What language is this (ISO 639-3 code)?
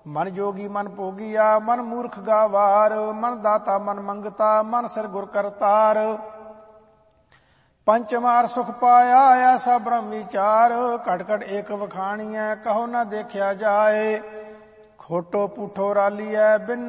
pan